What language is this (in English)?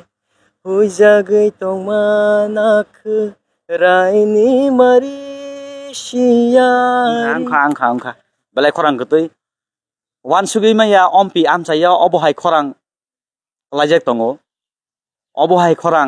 Kok Borok